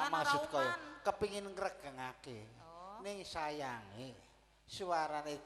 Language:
Javanese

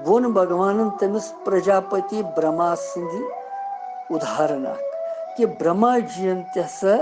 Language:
Kashmiri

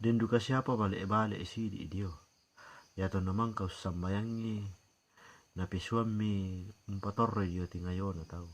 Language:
Toraja-Sa'dan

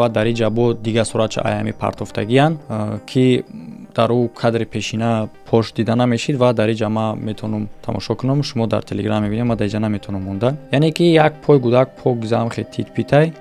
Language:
Tajik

